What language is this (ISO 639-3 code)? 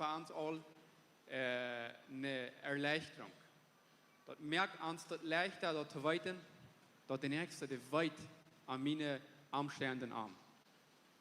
pdt